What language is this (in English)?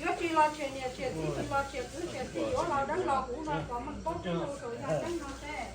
Hmong